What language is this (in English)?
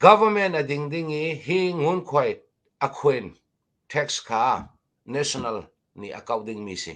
Hakha Chin